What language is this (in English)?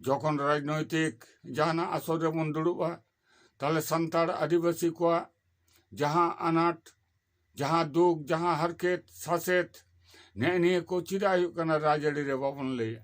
Santali